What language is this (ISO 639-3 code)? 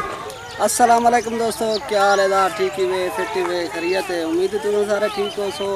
skr